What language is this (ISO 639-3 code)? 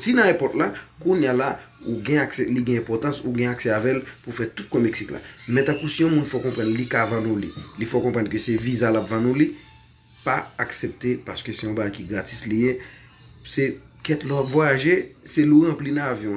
hat